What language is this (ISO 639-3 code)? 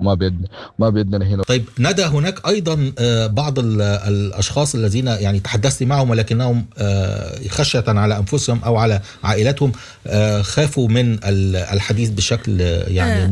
apd